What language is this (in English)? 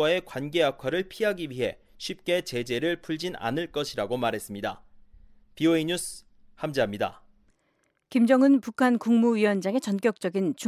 Korean